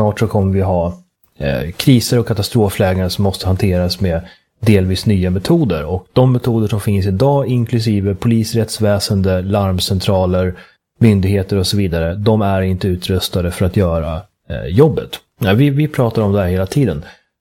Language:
Swedish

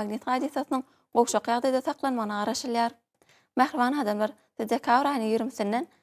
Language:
Turkmen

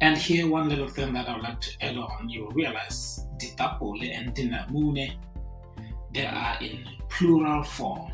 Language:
Tswana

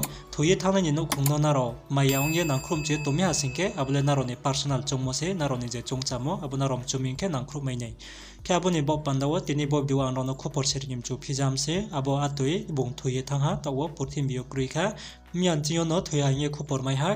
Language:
Riang (India)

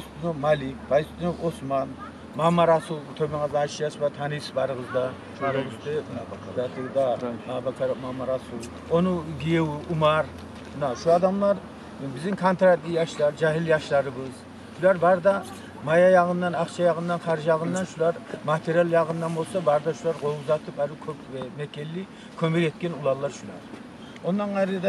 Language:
Kumyk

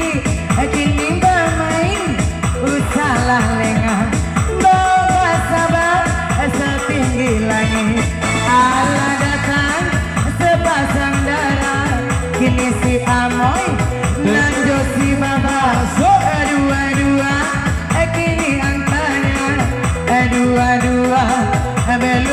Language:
Minangkabau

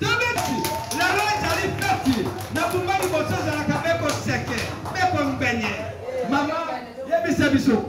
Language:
Lingala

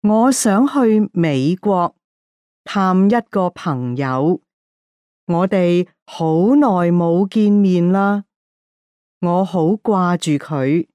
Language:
Cantonese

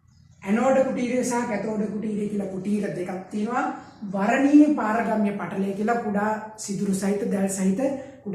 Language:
Sinhala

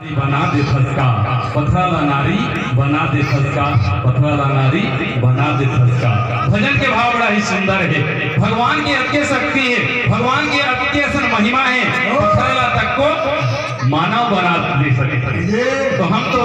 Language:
Chhattisgarhi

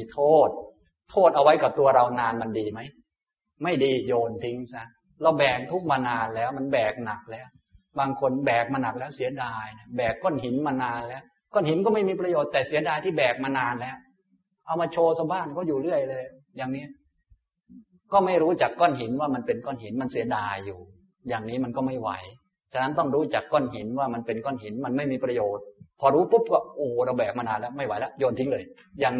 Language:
Thai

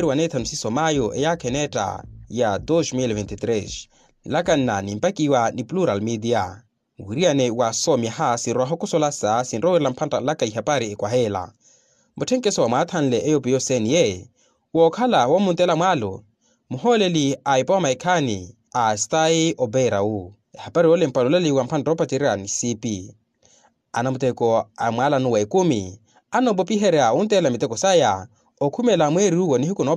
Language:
Makhuwa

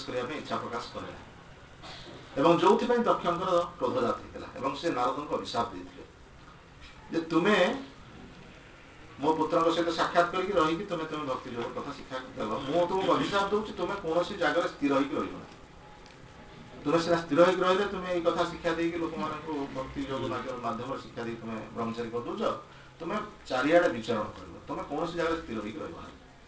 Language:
Odia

